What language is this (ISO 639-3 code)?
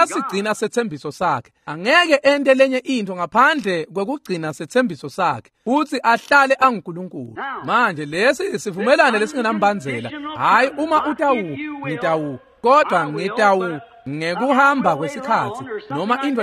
ssw